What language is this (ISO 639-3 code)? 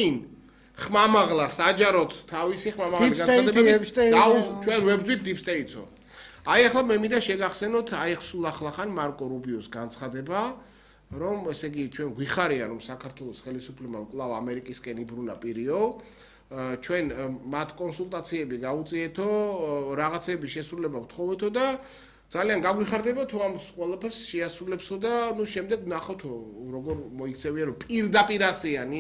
kat